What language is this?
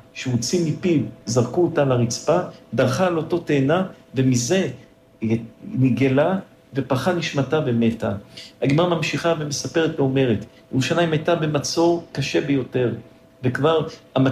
Hebrew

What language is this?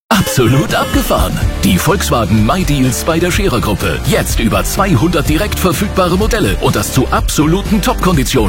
German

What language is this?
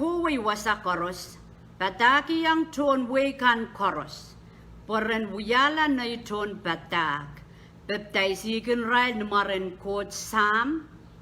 Pohnpeian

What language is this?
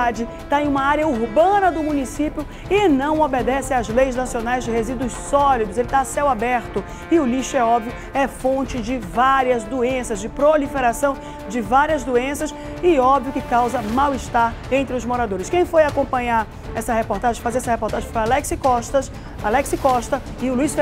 Portuguese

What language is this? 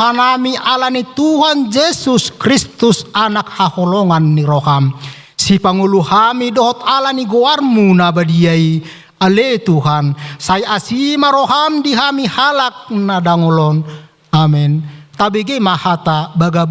Batak Toba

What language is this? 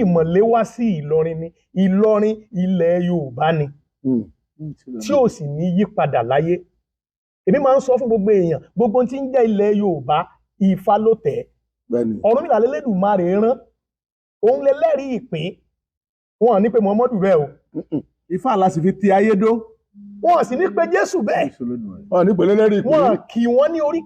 Yoruba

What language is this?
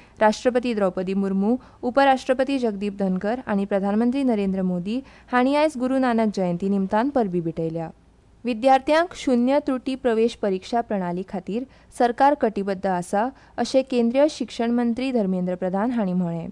Konkani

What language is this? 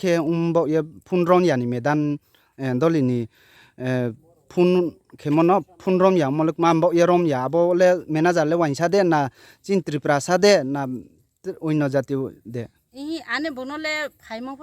Riang (India)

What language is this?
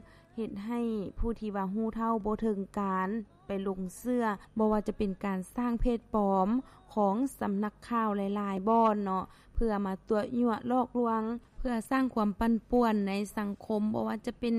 Lao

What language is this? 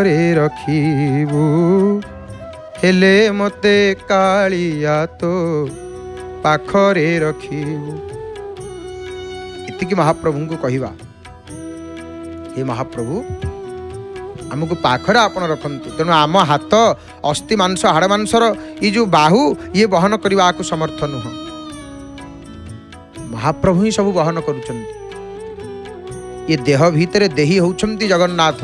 Odia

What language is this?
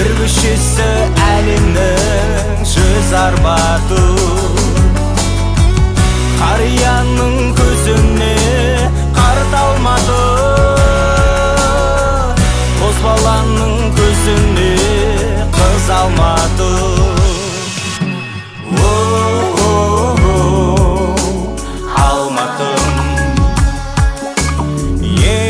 Kazakh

